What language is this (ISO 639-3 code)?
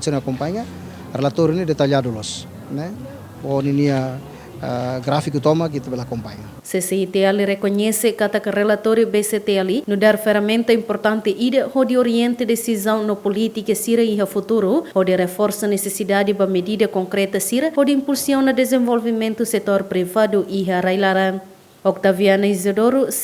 tet